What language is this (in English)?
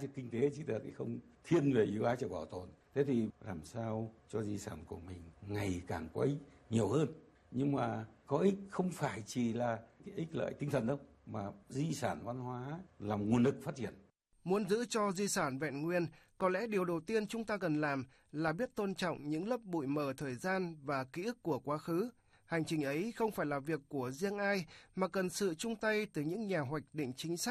Vietnamese